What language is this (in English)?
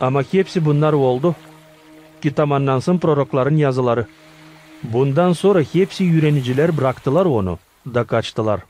Gagauz